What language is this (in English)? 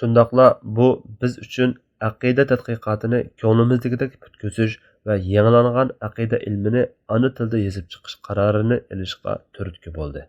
Uyghur